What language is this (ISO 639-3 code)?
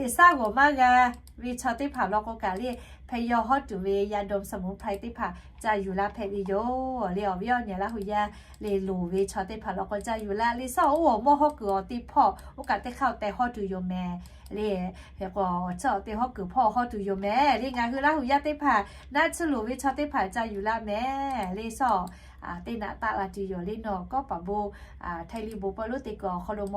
lhu